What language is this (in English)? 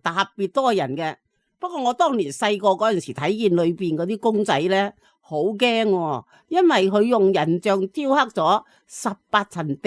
Cantonese